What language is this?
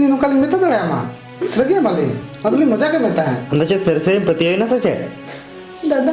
Santali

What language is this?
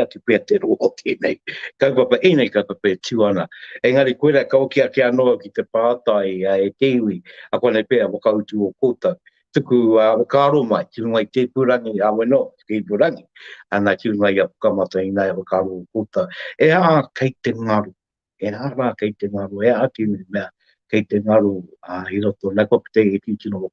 Māori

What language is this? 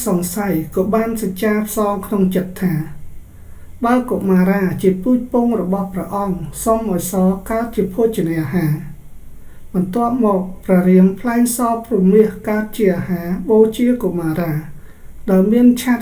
Khmer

